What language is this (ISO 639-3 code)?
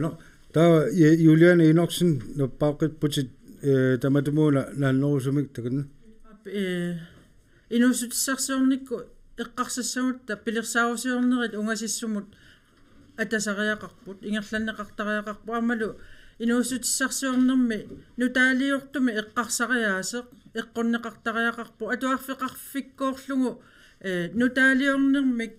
kal